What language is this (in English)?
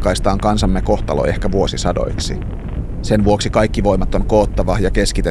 Finnish